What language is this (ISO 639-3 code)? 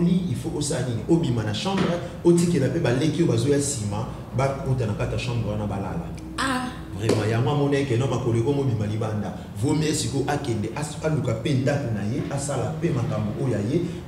lin